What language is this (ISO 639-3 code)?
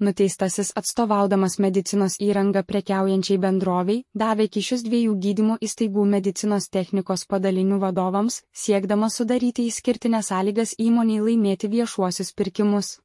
lit